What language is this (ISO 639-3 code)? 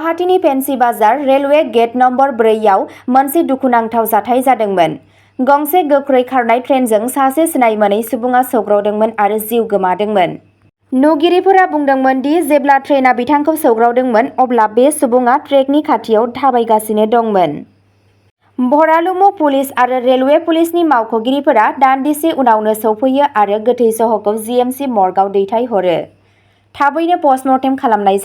brx